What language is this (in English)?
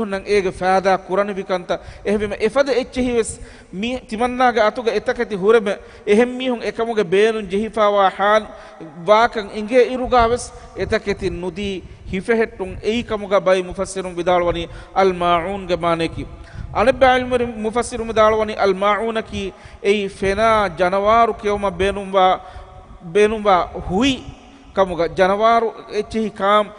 Divehi